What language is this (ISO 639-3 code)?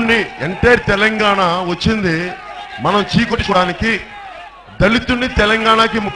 tel